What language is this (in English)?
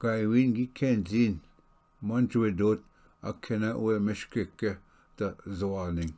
Ojibwa